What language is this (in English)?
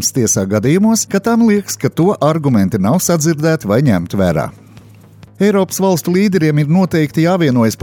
Latvian